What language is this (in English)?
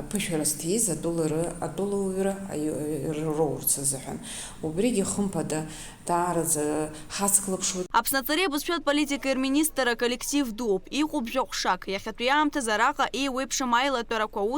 Abkhazian